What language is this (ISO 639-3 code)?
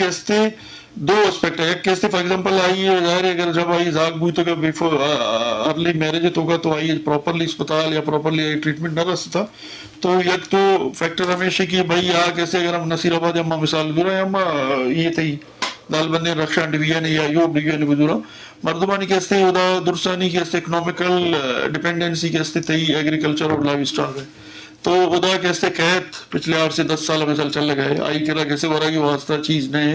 bgp